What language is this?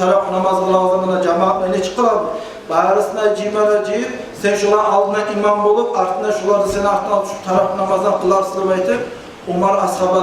Kumyk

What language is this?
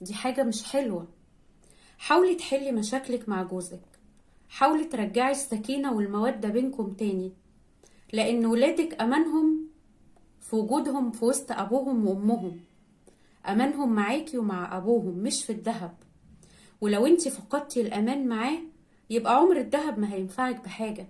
Egyptian Arabic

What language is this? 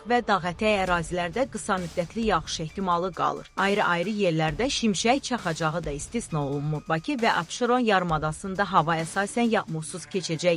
Azerbaijani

